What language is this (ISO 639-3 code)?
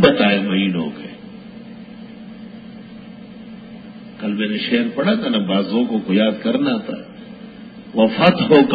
urd